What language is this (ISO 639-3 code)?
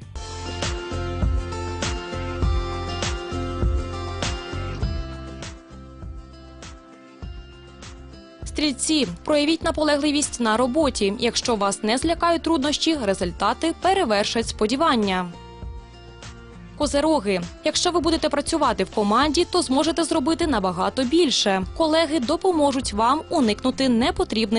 ukr